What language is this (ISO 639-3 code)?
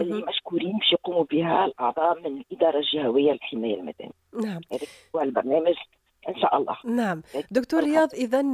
aeb